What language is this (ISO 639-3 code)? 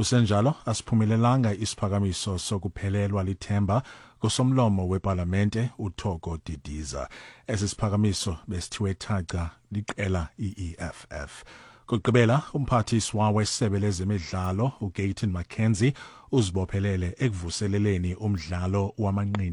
xho